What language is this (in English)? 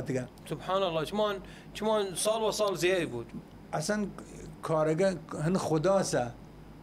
Southern Kurdish